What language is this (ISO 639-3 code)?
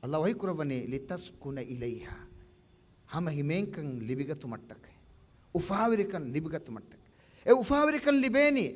div